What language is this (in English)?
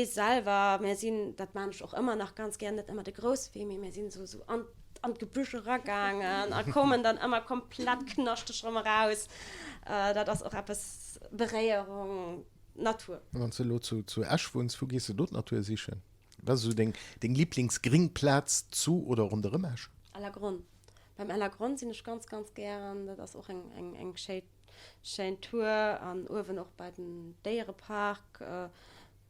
Luxembourgish